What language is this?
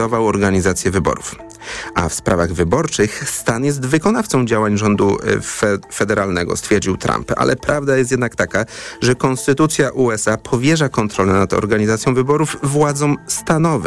Polish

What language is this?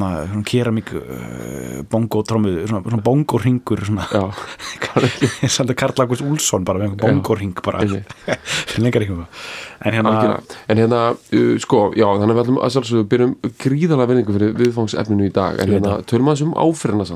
Icelandic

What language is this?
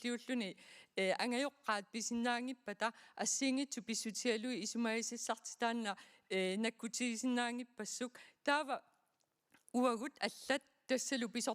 Kalaallisut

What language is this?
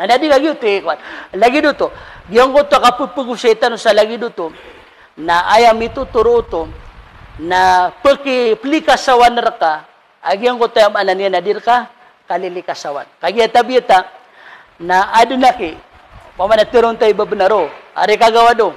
Maranao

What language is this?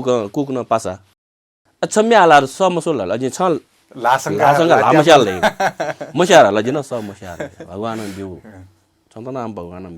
Newari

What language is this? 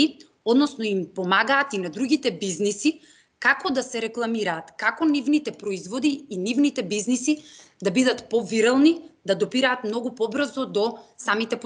Macedonian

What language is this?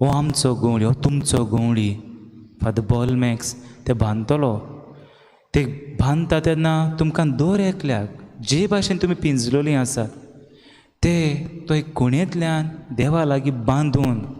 Konkani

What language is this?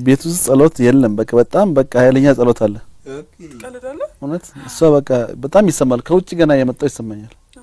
Amharic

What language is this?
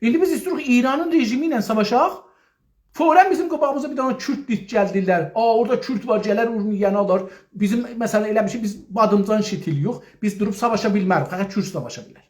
South Azerbaijani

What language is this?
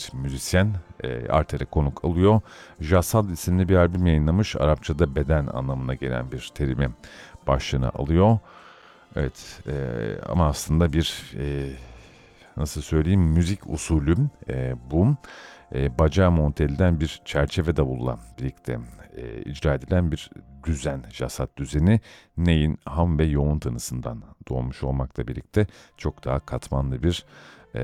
Turkish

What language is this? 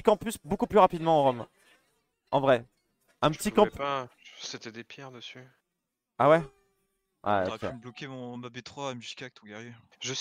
French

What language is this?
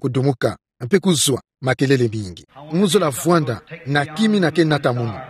Kituba (Democratic Republic of Congo)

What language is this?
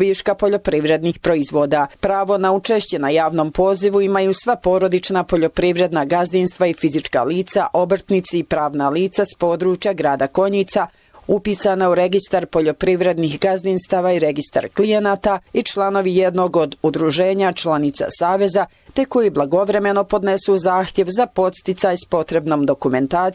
Bosnian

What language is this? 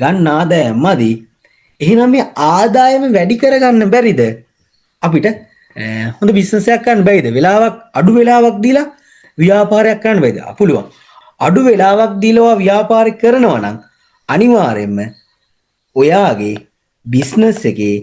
Sinhala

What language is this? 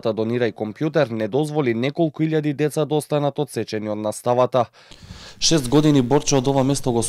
Macedonian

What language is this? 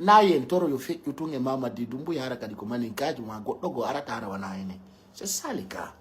Pular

